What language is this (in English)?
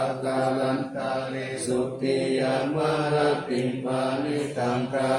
Pali